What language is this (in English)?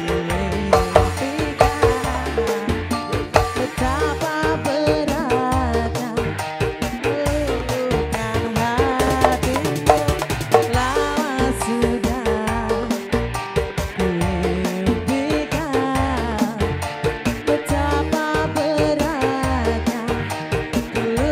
Indonesian